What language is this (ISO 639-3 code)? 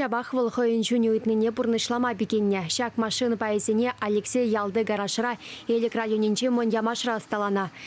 chv